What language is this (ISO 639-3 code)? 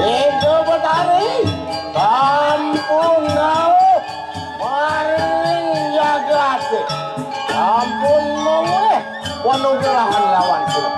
ban